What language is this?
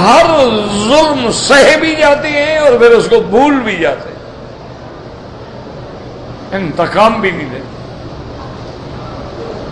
Urdu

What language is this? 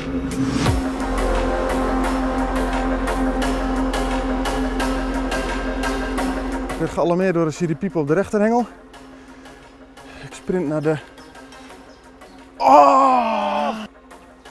Dutch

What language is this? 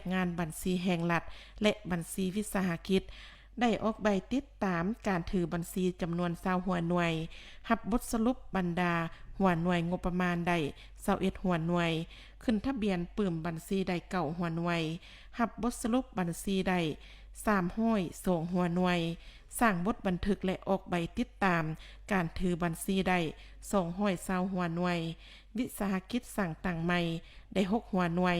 Lao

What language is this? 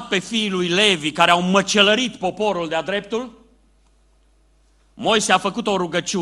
Romanian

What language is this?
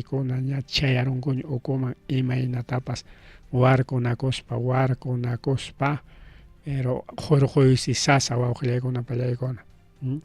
Ayacucho Quechua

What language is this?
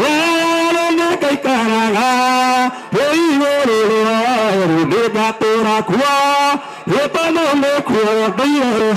Kikuyu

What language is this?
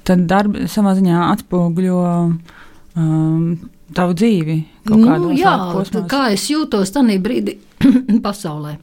Latvian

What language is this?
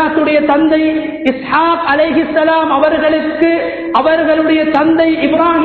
Tamil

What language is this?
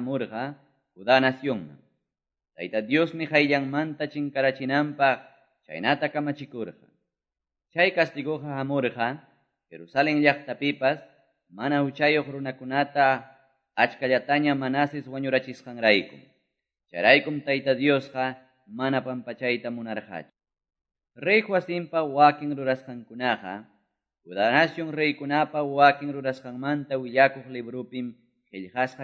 Quechua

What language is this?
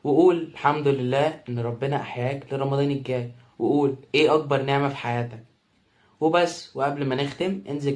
Egyptian Arabic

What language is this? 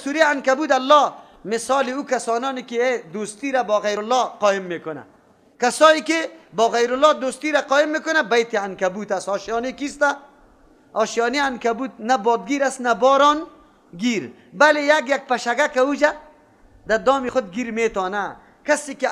Persian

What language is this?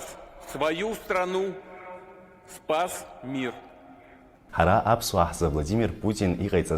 Abkhazian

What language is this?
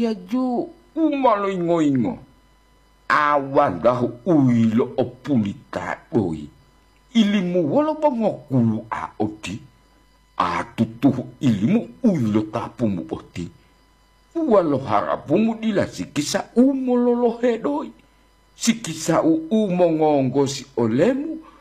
Gorontalo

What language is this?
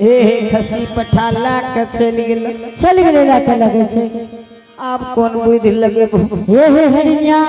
Angika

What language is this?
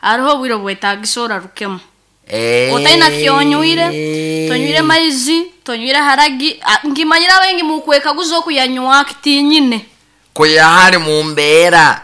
Nyankole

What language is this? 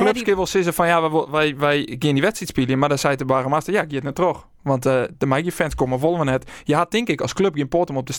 Western Frisian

